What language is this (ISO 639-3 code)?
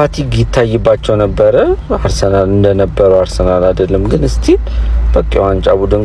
amh